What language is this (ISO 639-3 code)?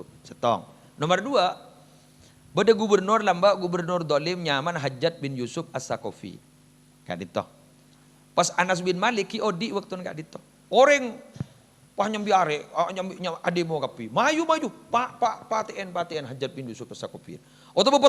mad